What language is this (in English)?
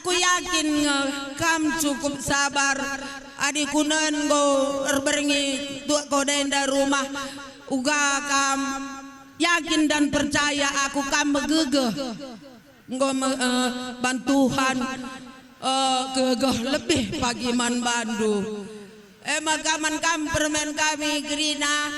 Batak Karo